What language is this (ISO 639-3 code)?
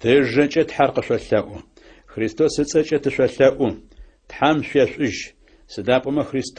ady